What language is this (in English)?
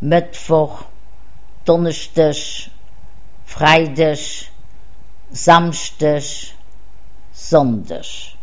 Luxembourgish